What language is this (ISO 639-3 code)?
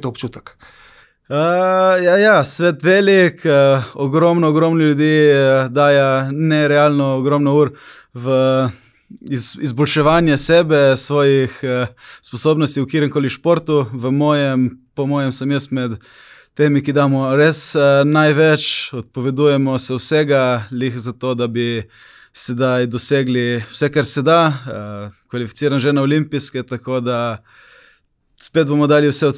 slv